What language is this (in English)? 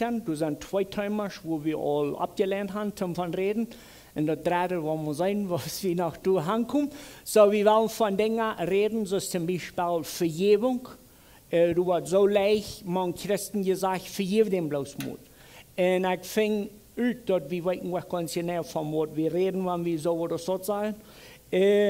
Plautdietsch